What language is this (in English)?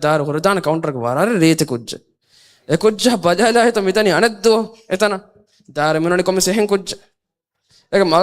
Divehi